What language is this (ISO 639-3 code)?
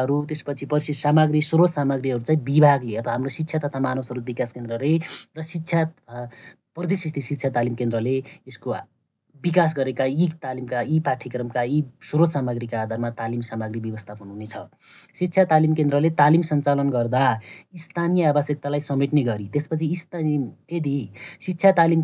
nep